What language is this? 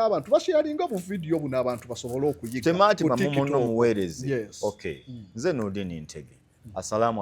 Ganda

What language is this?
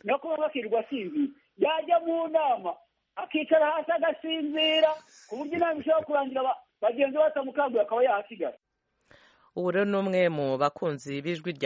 Kinyarwanda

